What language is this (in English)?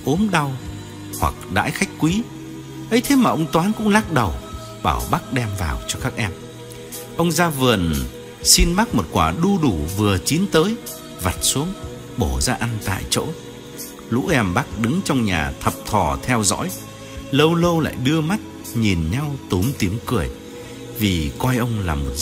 Vietnamese